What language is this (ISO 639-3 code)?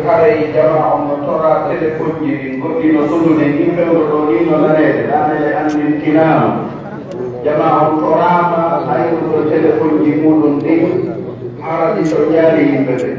fuf